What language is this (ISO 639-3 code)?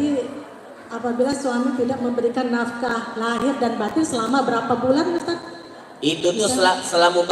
mui